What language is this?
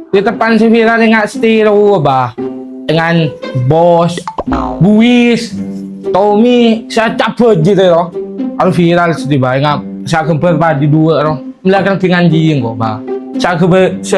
Madurese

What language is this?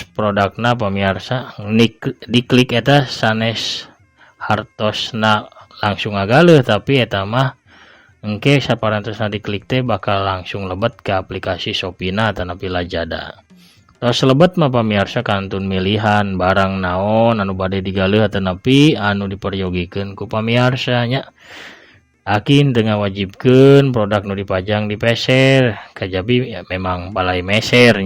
Sundanese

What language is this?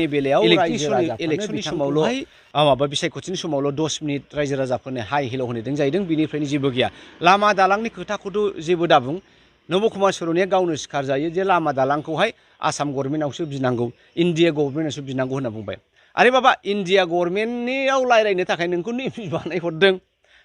Bodo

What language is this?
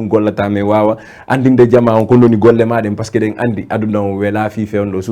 Fula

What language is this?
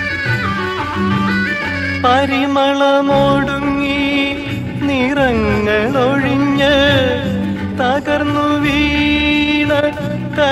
Malayalam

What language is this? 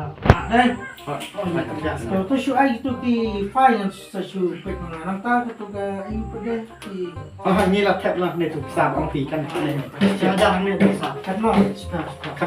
Khasi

